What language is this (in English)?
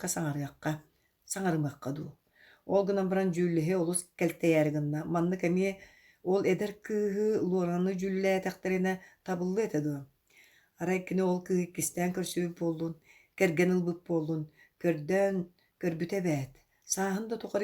Yakut